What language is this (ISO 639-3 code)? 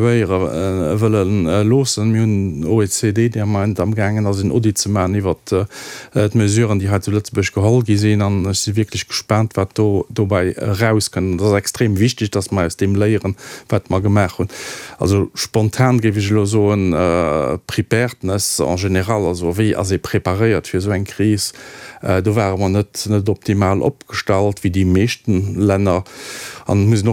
ltz